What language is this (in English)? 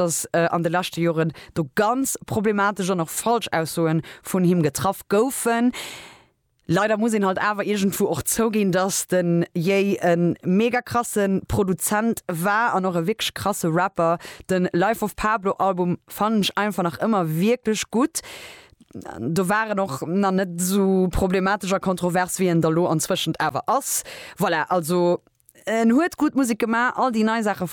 Luxembourgish